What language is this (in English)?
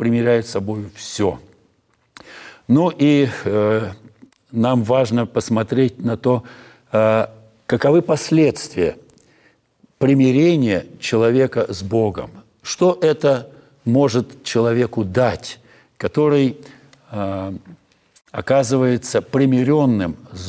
Russian